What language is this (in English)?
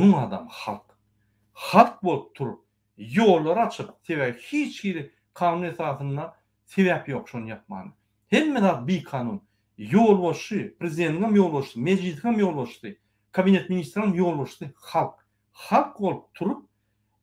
Turkmen